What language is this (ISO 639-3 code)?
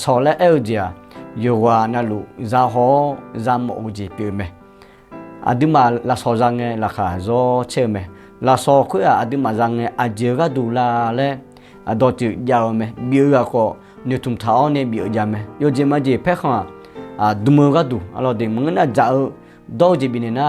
ahk